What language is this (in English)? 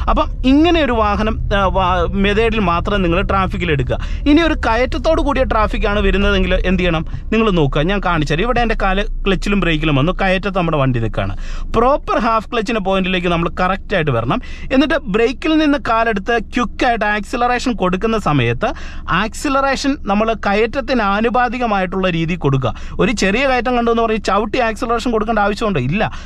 Malayalam